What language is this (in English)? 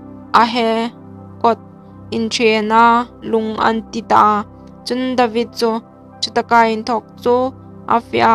Hmar